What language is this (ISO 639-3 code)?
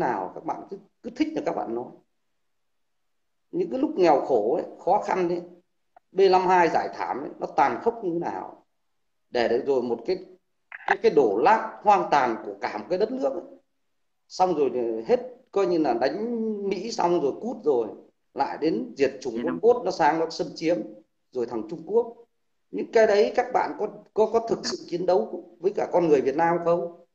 vie